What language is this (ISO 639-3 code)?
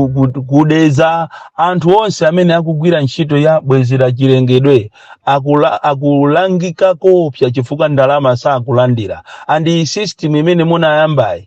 nya